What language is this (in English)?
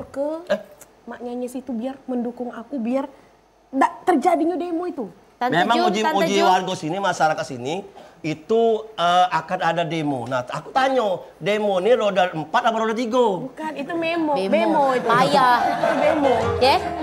Musi